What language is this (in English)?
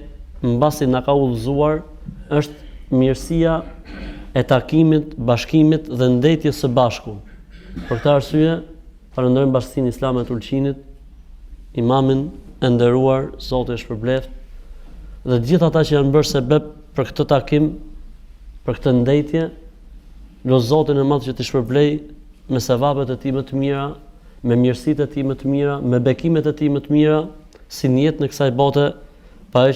Albanian